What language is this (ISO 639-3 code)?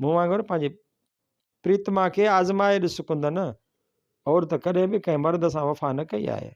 snd